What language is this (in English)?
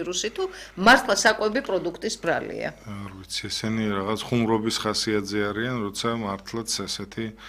Georgian